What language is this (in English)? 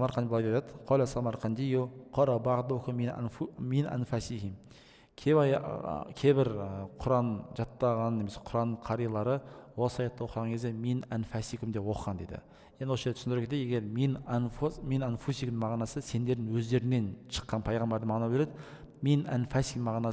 Kazakh